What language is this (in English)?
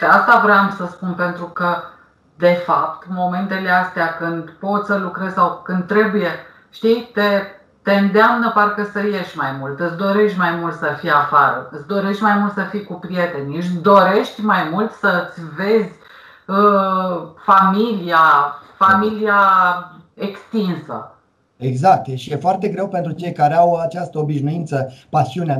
Romanian